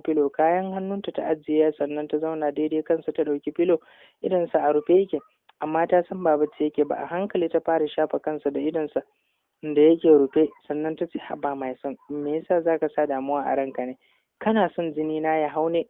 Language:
Hausa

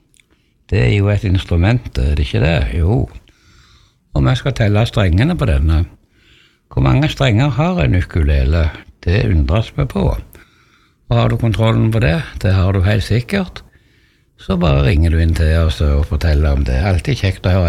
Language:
Norwegian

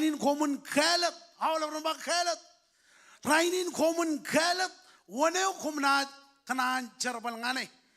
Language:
Marshallese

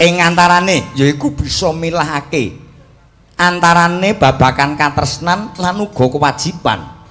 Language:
Javanese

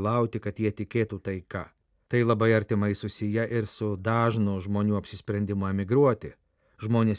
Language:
Lithuanian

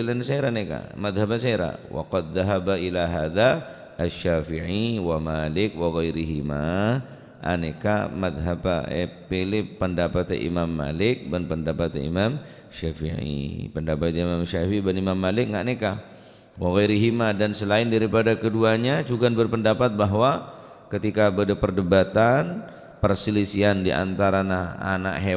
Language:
Madurese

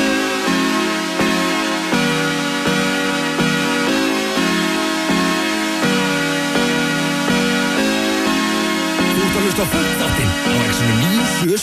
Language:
Icelandic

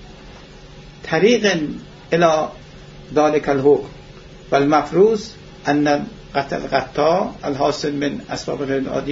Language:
Persian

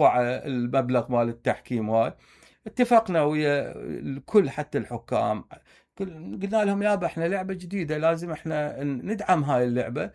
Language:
Mesopotamian Arabic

